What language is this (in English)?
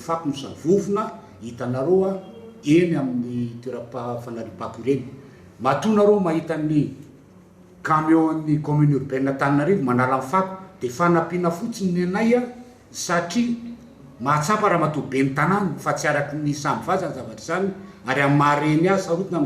Malagasy